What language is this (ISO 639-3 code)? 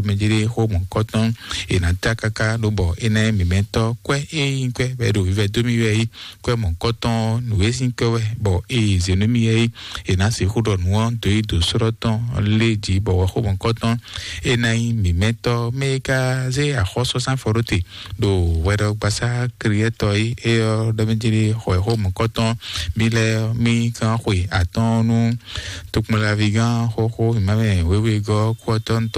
fon